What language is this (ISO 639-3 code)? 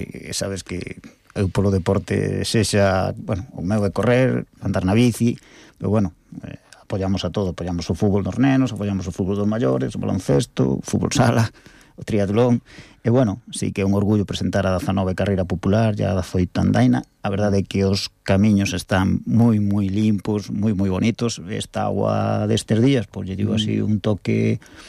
glg